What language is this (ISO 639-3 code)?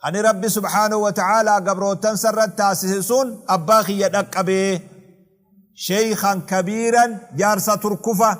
orm